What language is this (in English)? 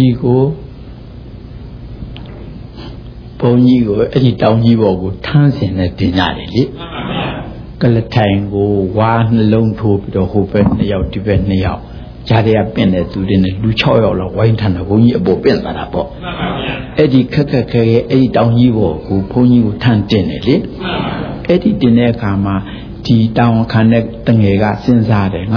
Burmese